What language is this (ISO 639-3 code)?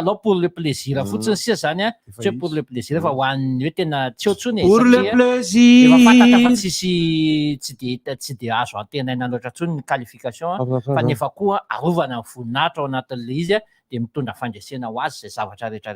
mlg